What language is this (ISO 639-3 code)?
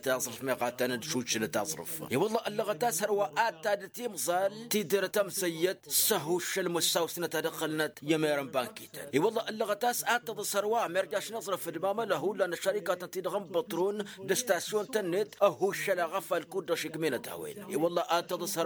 taq